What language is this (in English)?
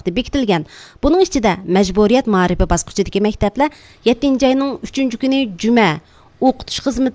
Uyghur